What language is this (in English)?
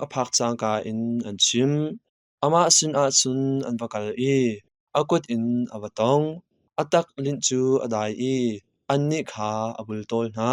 Hakha Chin